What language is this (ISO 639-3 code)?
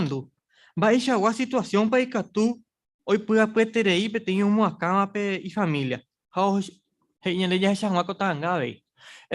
grn